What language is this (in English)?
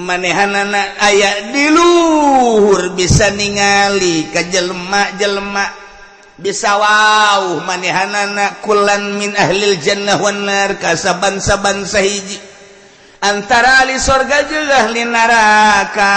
Sundanese